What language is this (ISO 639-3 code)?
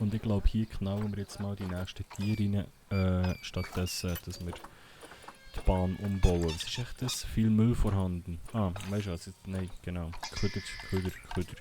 gsw